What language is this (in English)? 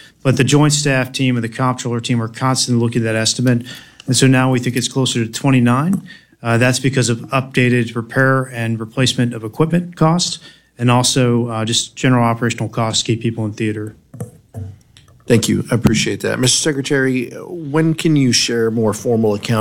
English